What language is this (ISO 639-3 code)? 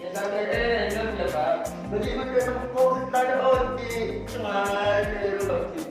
mad